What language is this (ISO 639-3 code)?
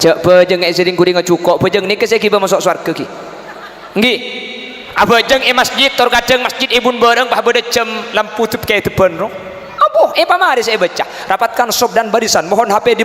mad